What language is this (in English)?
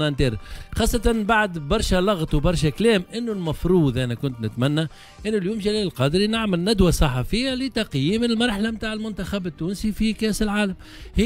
Tunisian Arabic